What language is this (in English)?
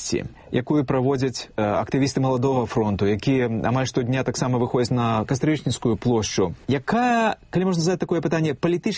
Belarusian